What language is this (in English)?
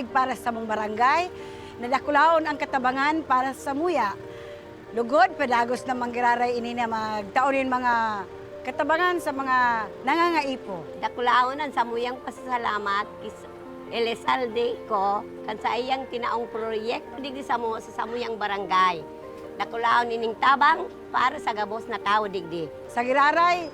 Bikol